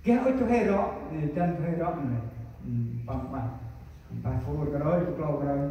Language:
Central Mnong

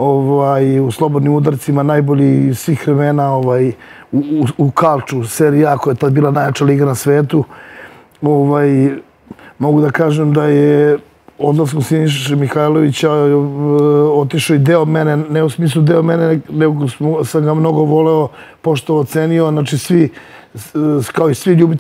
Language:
Serbian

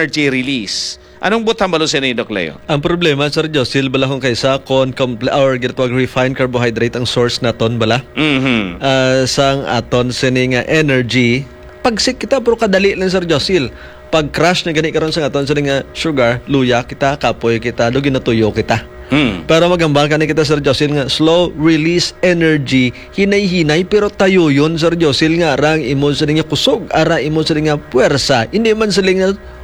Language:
Hiligaynon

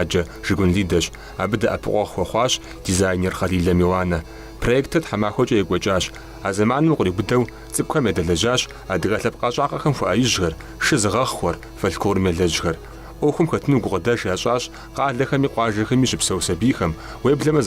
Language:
Kabardian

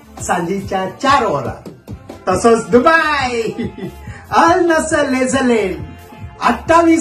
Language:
Konkani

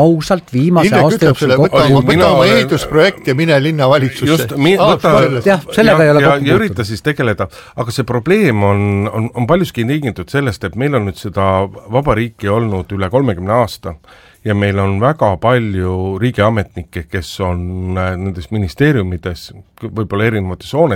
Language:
Estonian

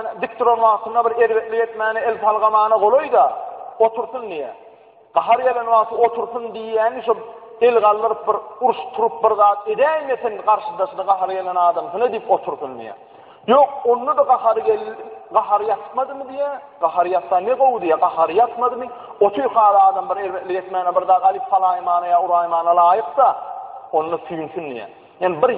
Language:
Turkmen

